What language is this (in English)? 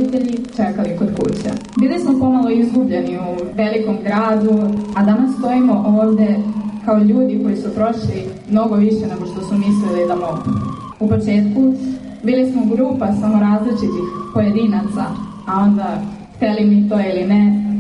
Serbian